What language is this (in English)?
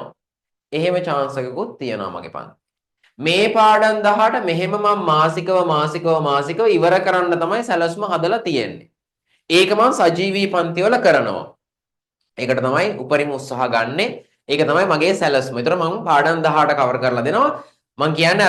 Sinhala